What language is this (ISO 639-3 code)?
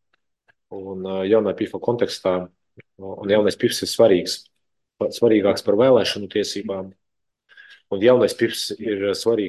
lav